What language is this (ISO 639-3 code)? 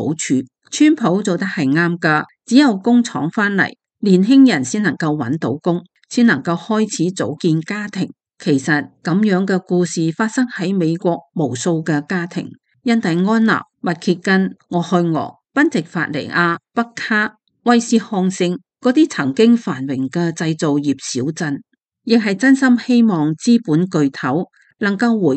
yue